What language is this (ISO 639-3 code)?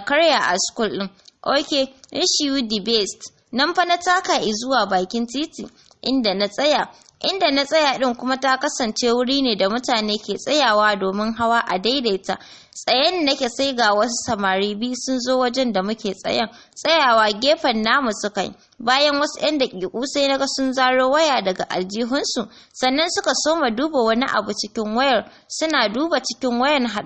hau